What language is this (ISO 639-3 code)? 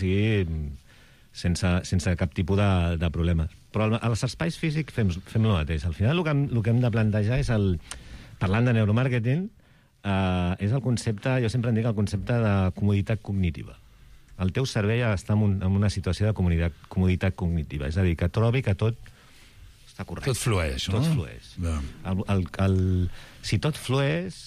cat